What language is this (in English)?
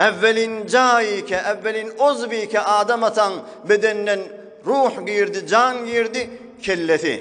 Turkmen